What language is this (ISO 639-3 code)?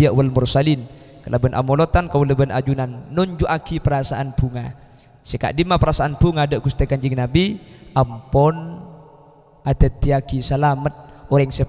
mad